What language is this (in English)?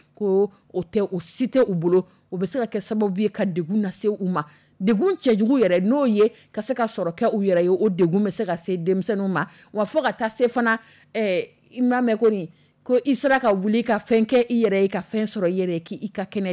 Dyula